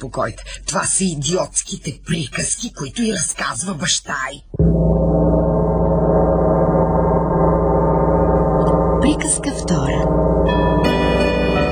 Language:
Bulgarian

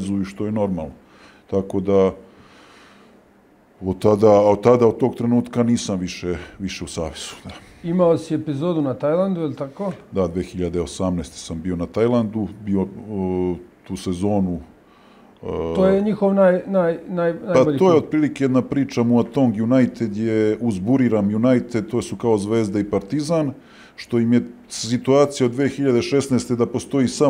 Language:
Serbian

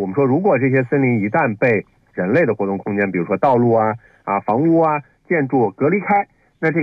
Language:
Chinese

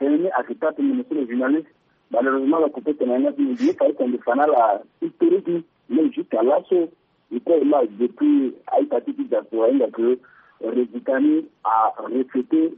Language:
Sango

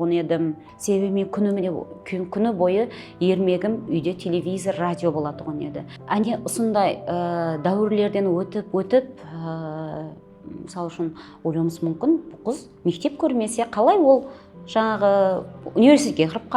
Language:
Kara-Kalpak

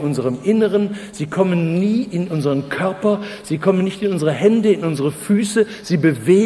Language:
German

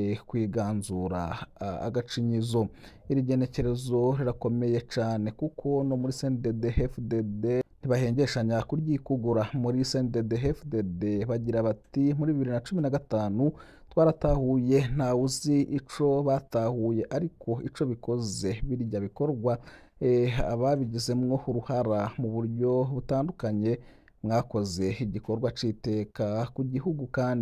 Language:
Rundi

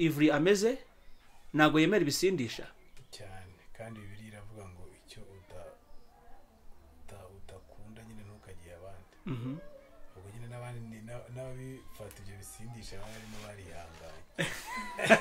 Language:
Kinyarwanda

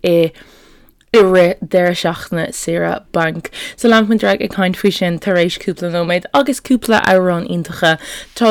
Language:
Irish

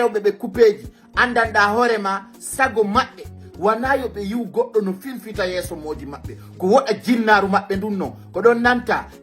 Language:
Fula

